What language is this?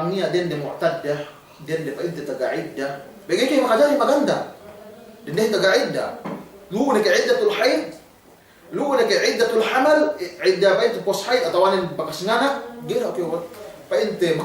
Yakan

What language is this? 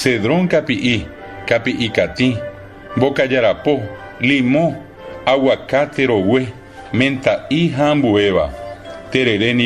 Guarani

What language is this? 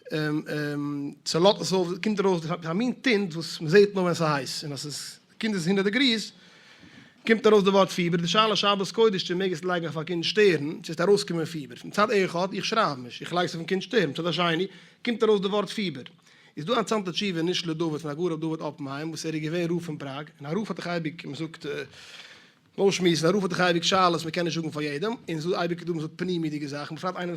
Yiddish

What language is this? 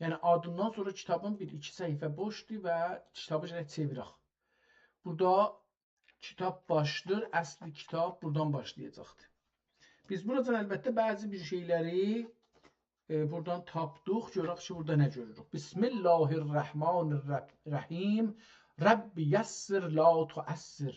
South Azerbaijani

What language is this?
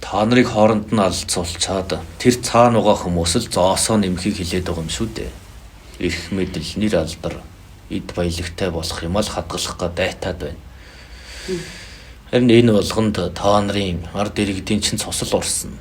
Mongolian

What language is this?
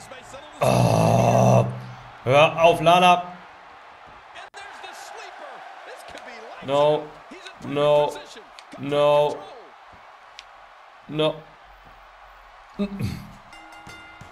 German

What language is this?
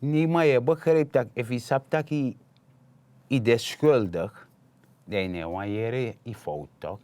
Sranan Tongo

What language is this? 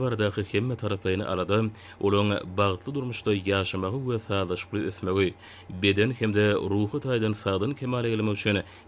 Turkmen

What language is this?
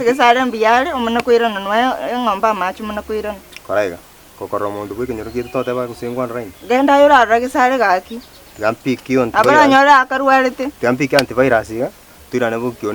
Gusii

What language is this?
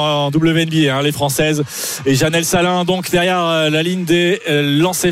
French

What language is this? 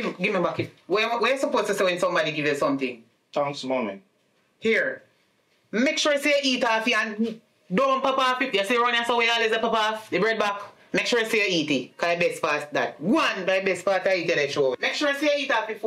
Jamaican Creole English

